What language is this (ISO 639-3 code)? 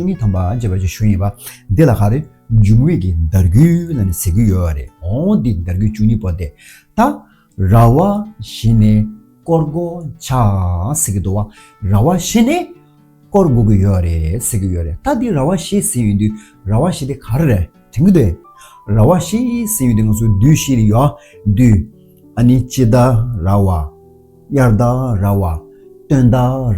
bod